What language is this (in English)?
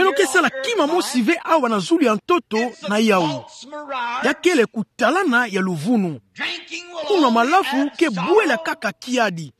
Kituba (Democratic Republic of Congo)